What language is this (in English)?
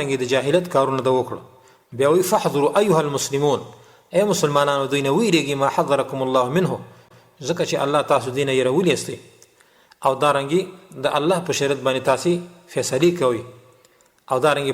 Pashto